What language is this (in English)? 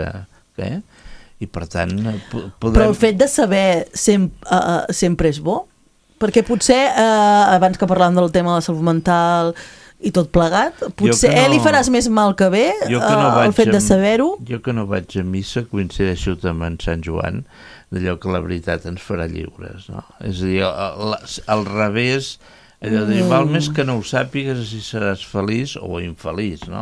Catalan